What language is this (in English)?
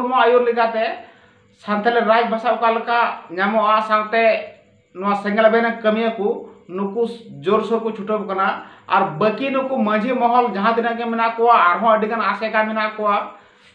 Santali